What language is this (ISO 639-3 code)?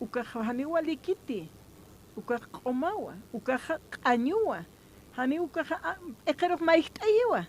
aym